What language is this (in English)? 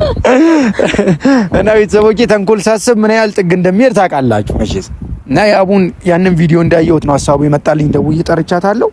Amharic